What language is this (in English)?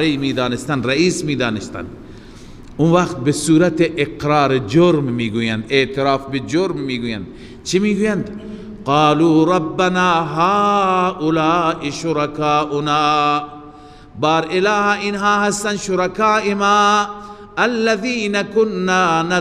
Persian